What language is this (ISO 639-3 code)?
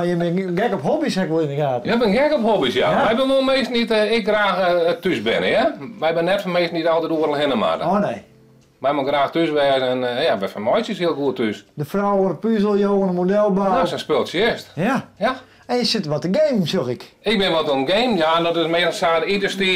fry